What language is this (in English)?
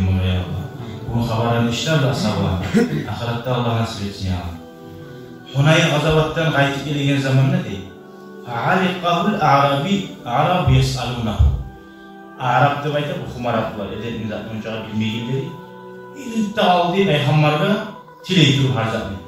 Kumyk